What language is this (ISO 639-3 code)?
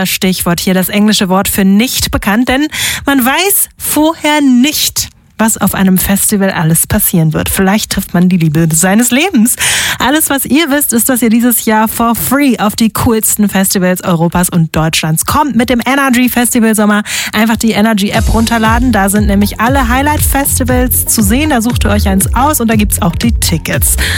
deu